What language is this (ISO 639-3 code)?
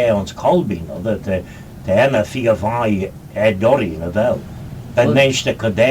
glv